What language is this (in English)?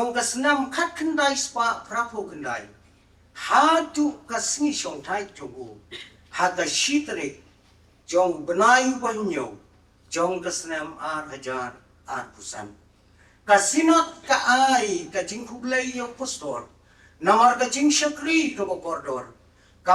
Khasi